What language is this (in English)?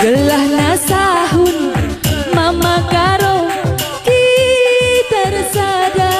Batak Karo